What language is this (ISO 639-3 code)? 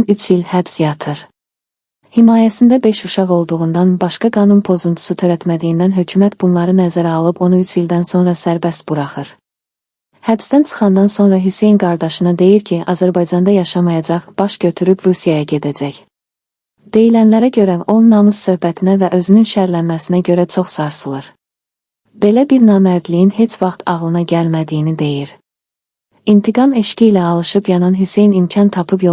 aze